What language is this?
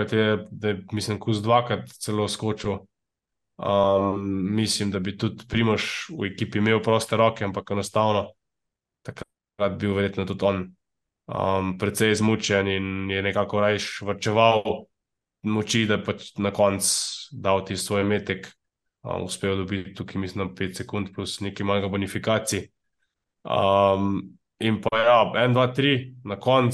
Slovenian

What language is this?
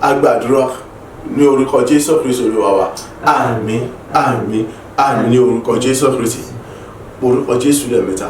Yoruba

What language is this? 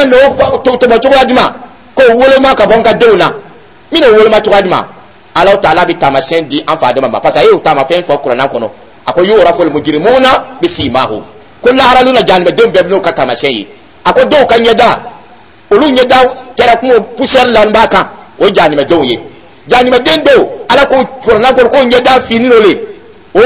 Dyula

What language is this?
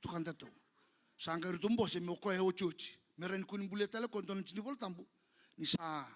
Fijian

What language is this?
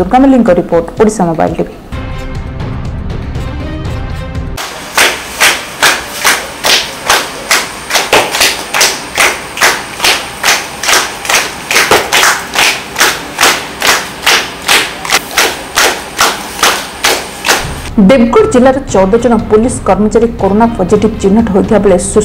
Odia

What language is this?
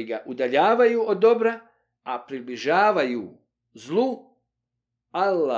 Bosnian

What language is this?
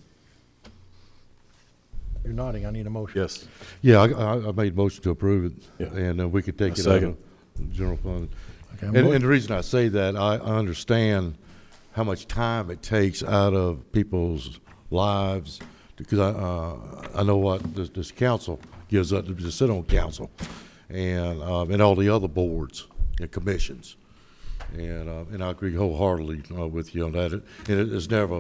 English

